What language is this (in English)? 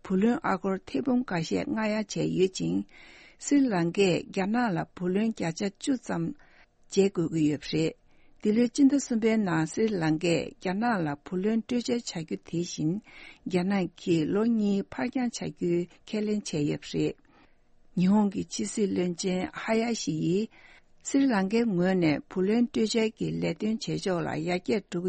Tibetan